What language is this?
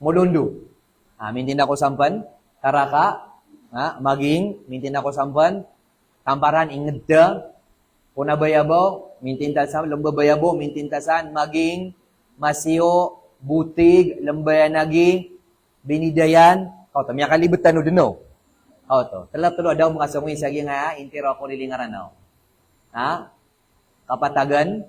Maranao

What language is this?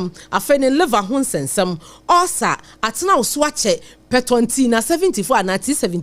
Akan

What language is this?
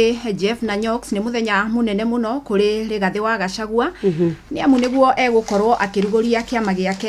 Kikuyu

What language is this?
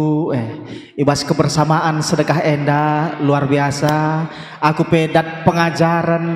Batak Karo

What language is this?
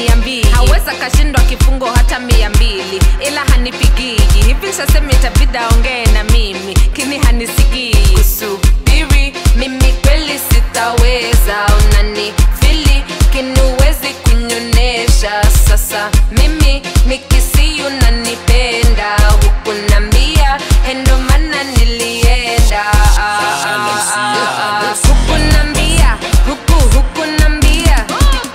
Swahili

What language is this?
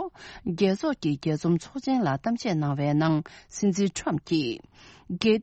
Tibetan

